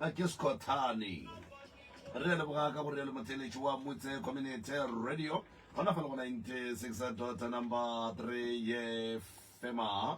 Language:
Northern Sotho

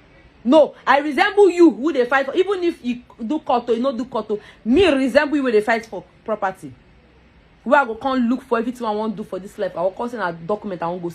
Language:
Nigerian Pidgin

